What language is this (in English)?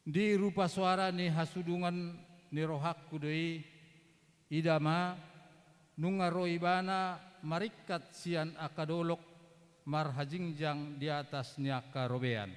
Batak Toba